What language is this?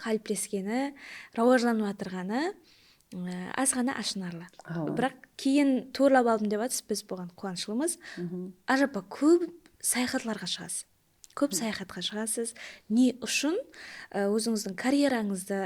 Kara-Kalpak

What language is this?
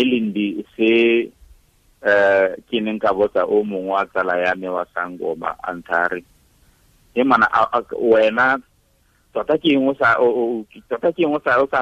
Tswana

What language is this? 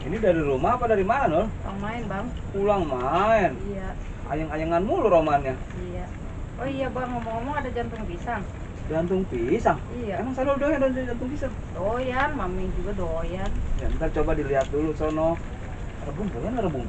Betawi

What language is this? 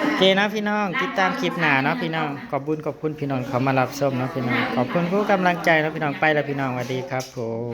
Northeastern Thai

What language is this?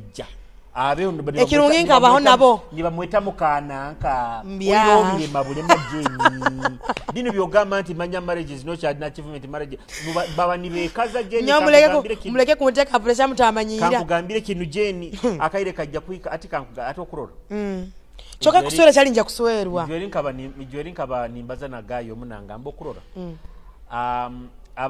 Nyoro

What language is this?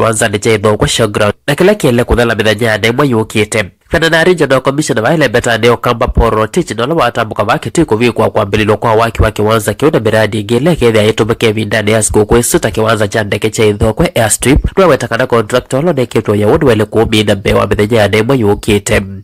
Kamba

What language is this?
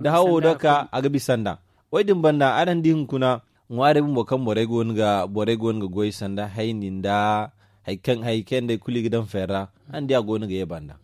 Zarma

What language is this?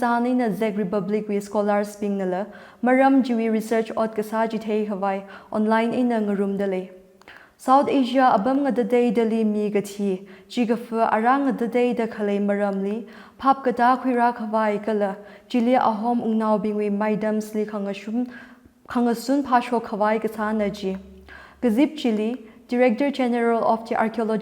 Tangkhul Naga (India)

